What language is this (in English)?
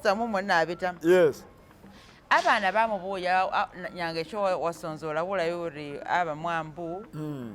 Masaaba